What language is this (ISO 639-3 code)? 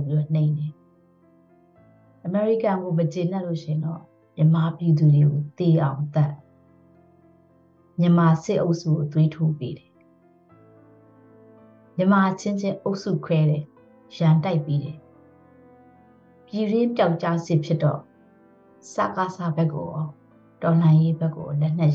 mya